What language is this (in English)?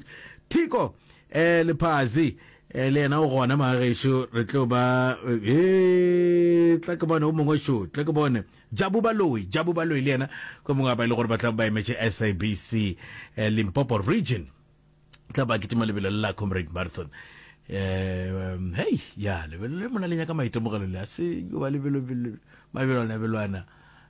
Northern Sotho